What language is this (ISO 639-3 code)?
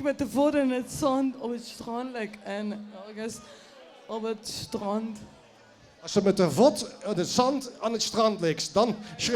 lim